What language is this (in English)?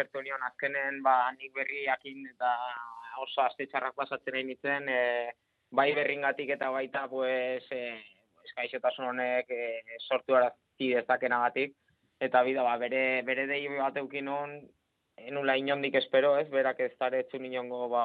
Basque